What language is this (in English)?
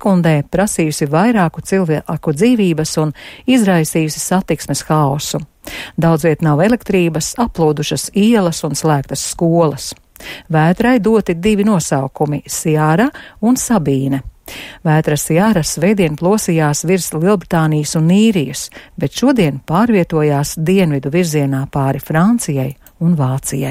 Latvian